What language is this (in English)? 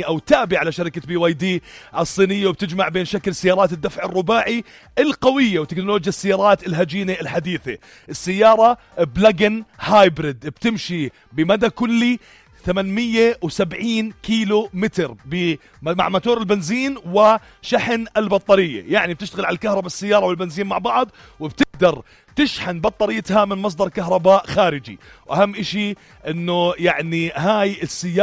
North Levantine Arabic